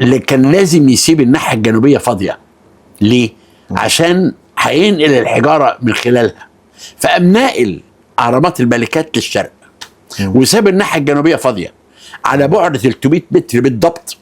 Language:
Egyptian Arabic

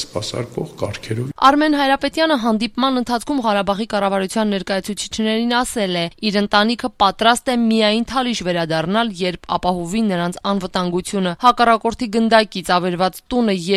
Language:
Armenian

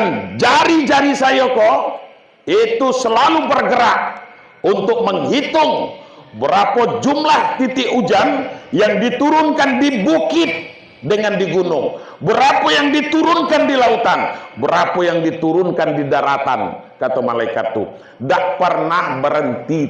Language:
Minangkabau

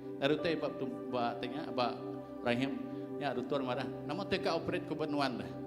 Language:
Iban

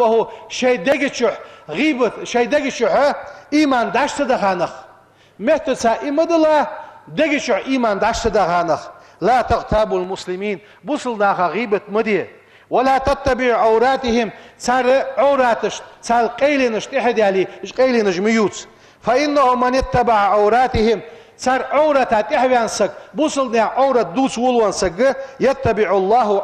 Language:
Ingush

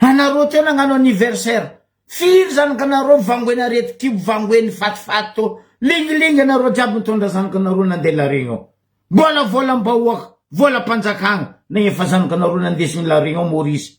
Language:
Malagasy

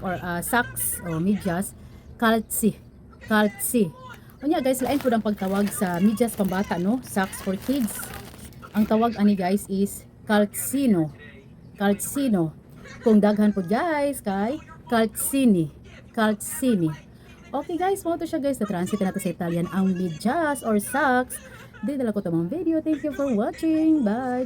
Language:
Cebuano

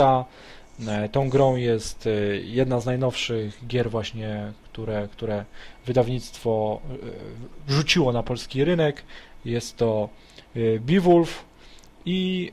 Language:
Polish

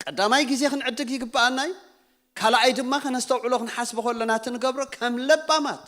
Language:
Tigrinya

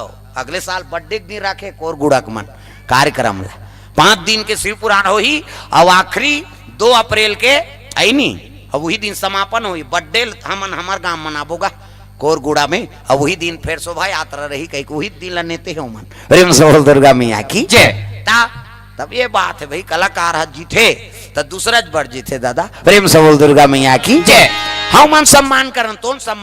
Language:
Chhattisgarhi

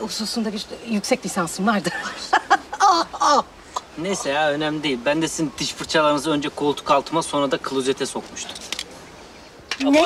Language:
Turkish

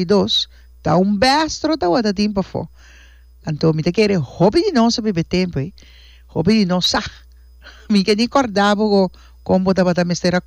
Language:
Papiamento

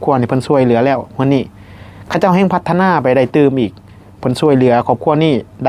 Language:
Northeastern Thai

